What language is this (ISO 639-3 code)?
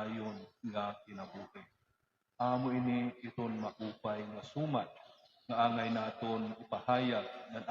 war